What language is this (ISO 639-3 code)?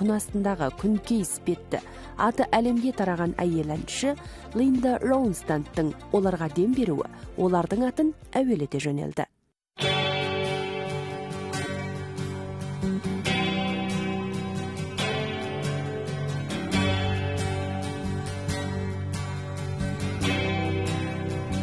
kaz